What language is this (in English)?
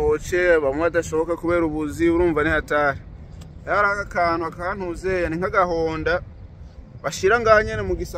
Rundi